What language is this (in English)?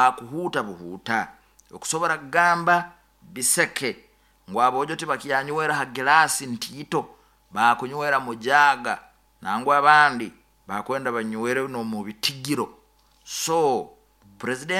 Nyoro